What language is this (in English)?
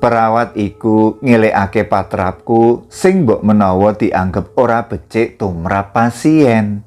Javanese